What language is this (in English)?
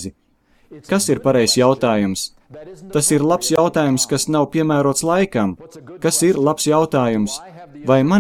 Latvian